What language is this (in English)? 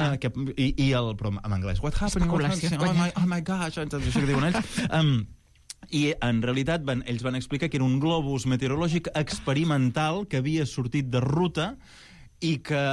Catalan